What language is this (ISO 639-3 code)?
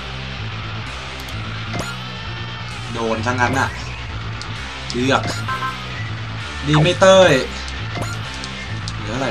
tha